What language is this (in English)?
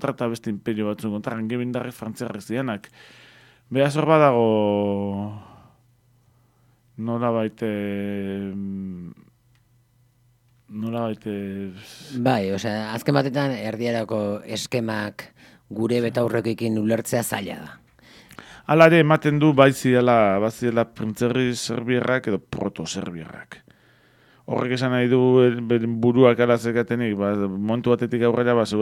Basque